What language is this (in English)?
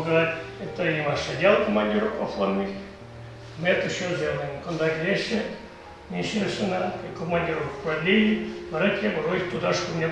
Chuvash